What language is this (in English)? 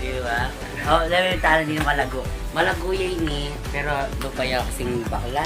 Pampanga